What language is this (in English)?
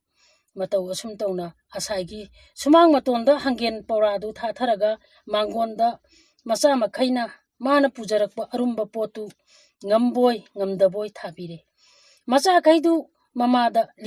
Manipuri